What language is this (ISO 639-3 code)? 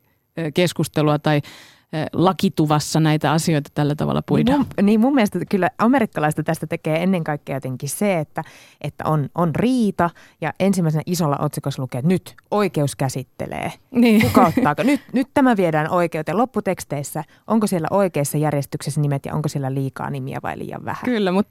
fin